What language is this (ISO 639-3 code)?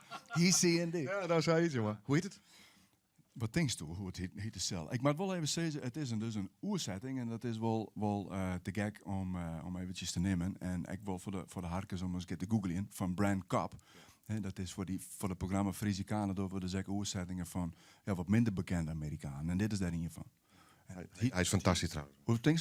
fry